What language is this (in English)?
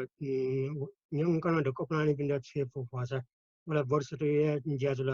Newari